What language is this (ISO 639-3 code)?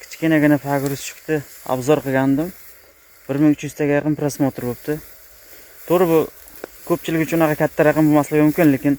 uzb